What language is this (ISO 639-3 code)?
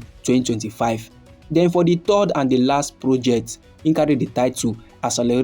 pcm